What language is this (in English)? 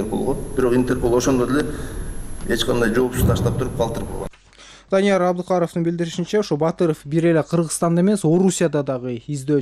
Kyrgyz